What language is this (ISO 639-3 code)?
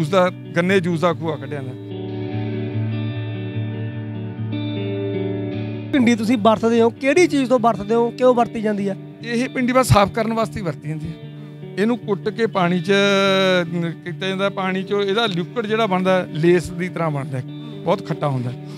pan